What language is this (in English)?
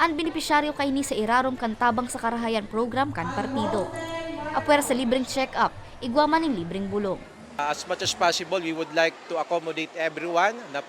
Bikol